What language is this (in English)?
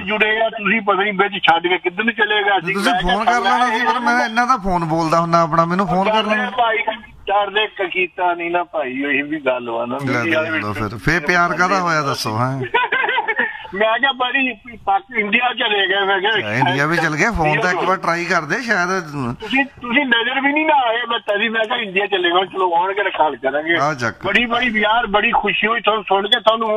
Punjabi